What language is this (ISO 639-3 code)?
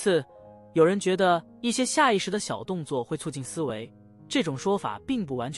zho